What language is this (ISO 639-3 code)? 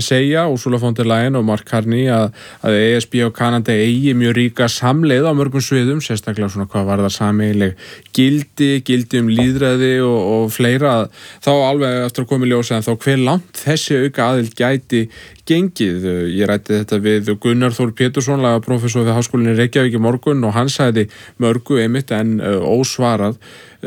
isl